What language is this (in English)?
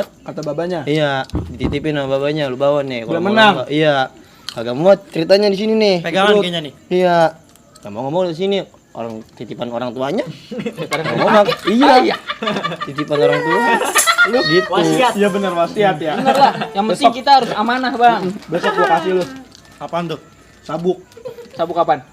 Betawi